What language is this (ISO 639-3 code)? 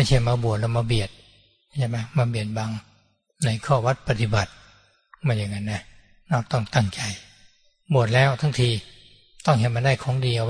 tha